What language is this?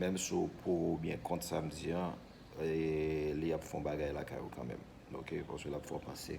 Haitian Creole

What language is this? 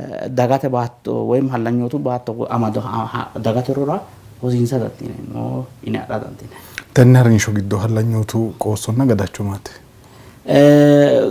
Sidamo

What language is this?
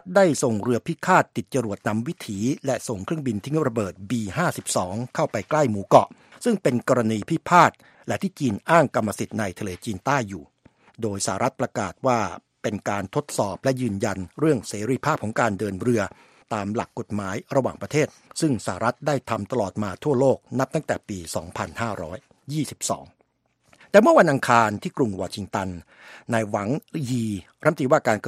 Thai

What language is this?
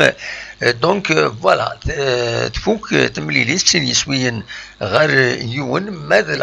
Kabyle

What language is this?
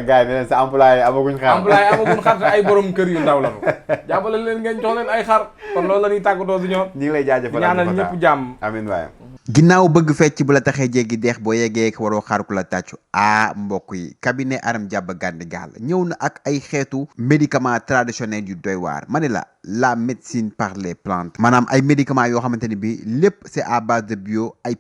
Wolof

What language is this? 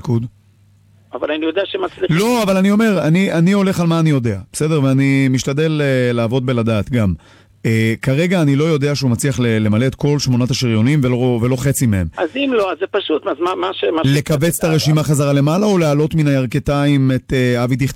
Hebrew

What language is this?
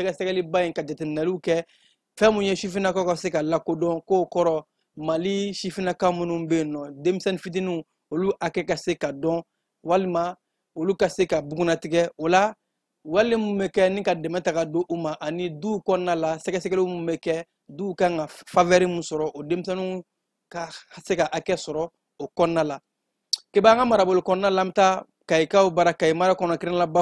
Bambara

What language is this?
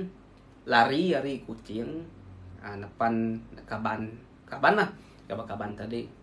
Iban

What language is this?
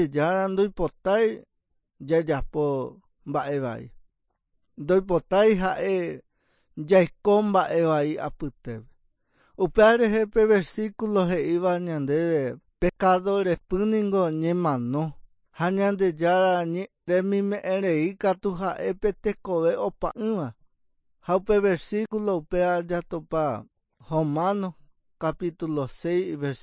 Guarani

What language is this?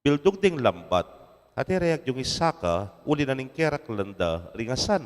Pampanga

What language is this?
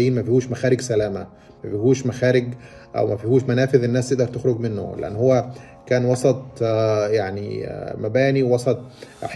Egyptian Arabic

